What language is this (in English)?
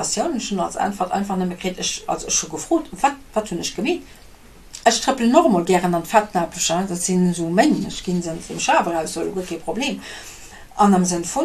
Luxembourgish